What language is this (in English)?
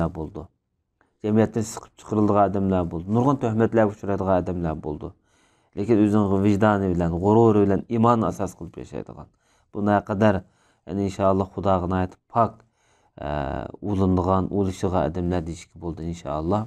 Uyghur